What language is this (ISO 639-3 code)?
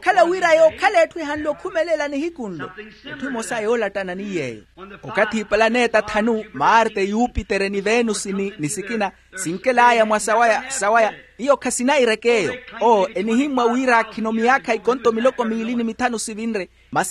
vmw